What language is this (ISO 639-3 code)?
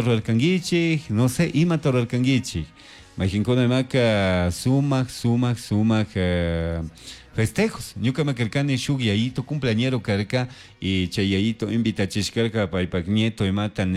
qug